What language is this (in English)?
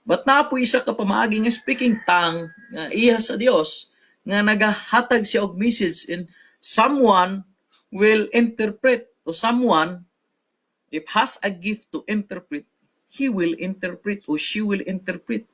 Cebuano